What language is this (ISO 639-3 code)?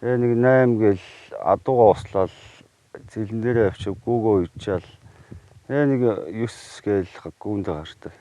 mon